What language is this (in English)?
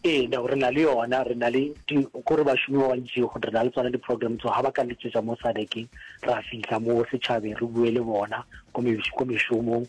Northern Sotho